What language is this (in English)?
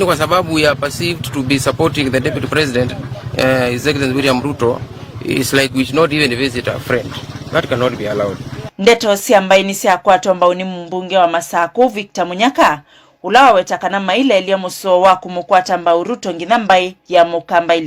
Kamba